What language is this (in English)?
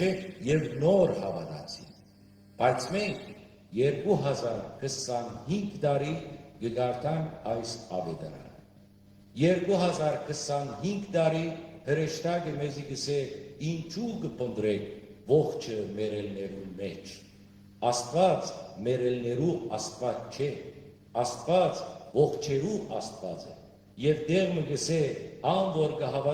Western Armenian